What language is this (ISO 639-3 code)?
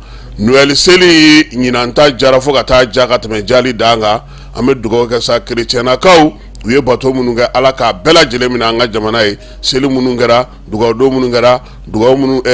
bam